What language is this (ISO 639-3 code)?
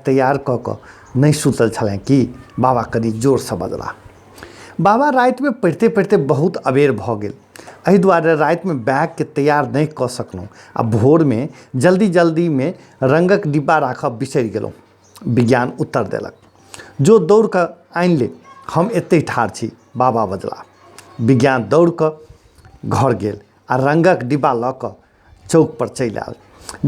mai